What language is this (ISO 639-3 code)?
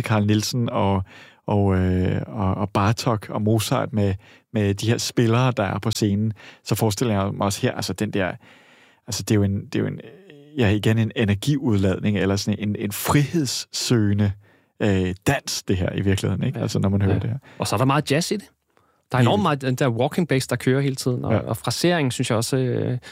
dan